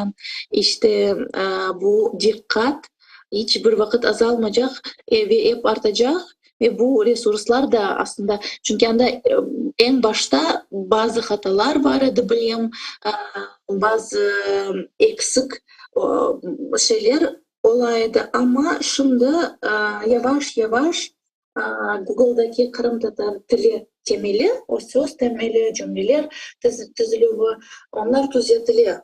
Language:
Crimean Tatar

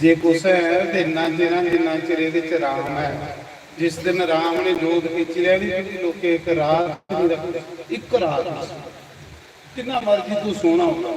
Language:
Dogri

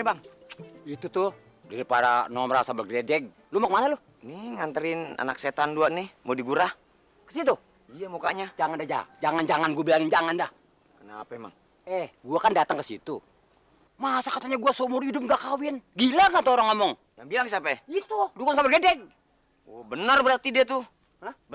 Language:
Betawi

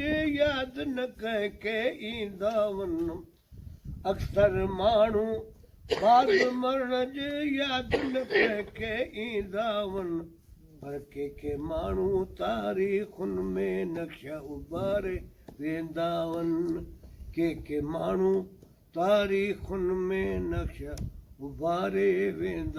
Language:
Sindhi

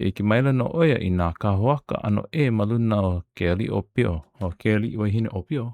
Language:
Hawaiian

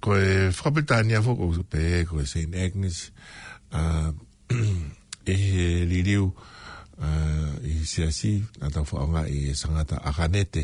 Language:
Tongan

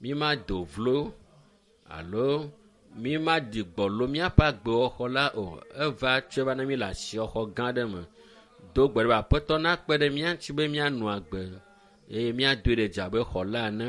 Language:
Ewe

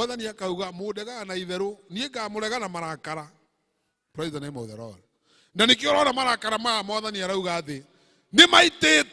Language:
Kikuyu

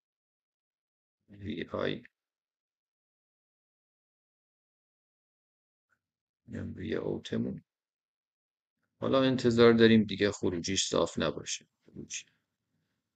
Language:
Persian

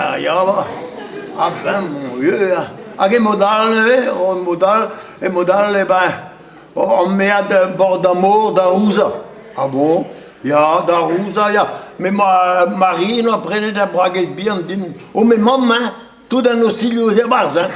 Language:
Breton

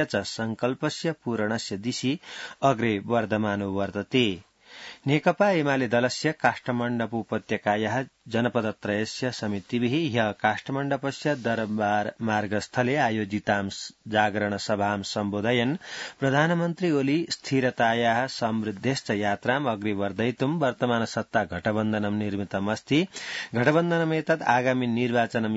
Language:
Sanskrit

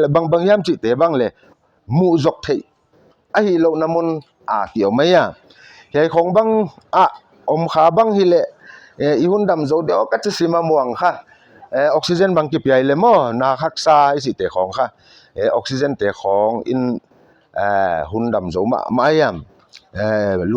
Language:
Paite Chin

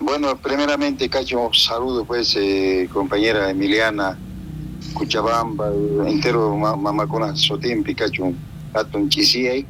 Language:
South Bolivian Quechua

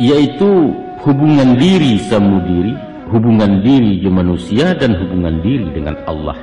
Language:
Minangkabau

